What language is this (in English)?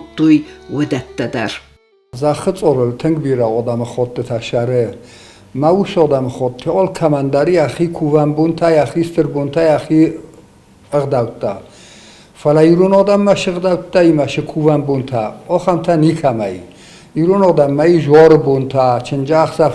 Ossetic